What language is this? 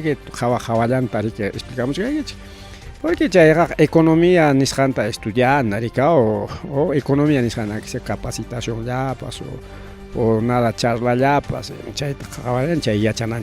Ayacucho Quechua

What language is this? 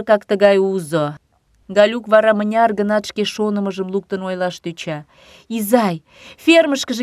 Mari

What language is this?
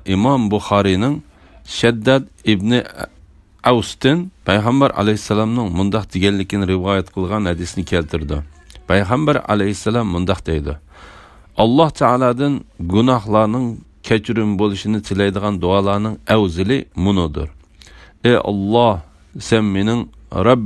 Uyghur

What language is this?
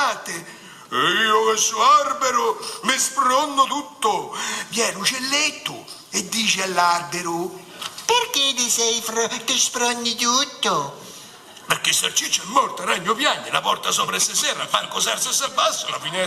Neapolitan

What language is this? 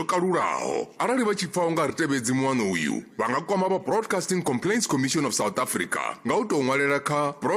Venda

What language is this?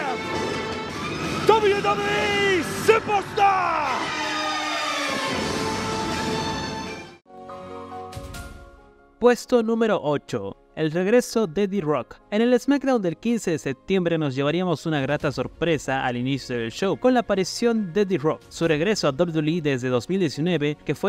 Spanish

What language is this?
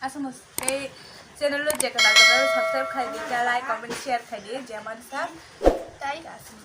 Kok Borok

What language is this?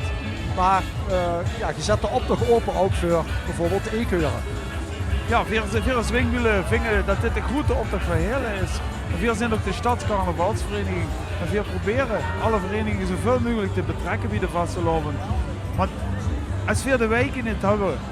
Limburgish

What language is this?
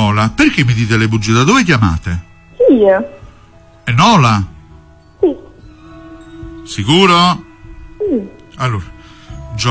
Italian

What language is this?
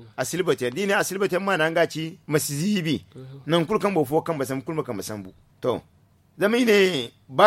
Zarma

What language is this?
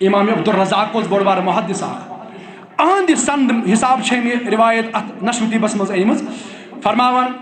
Kashmiri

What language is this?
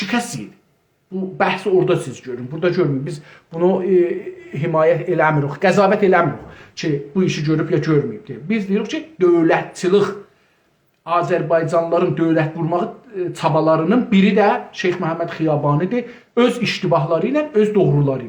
South Azerbaijani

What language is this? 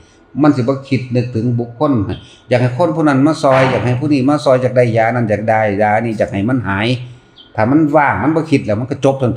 Northeastern Thai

